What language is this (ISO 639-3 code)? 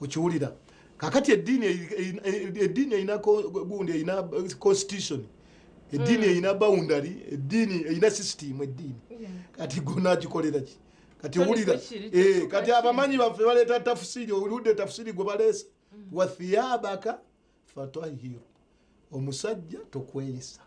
nyn